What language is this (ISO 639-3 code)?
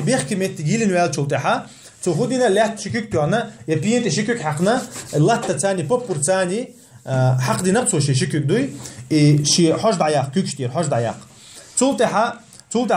che